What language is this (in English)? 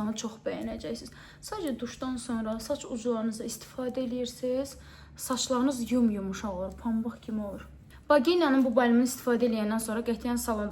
Azerbaijani